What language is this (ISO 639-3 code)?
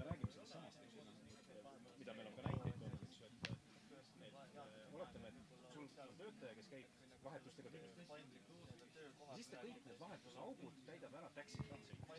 est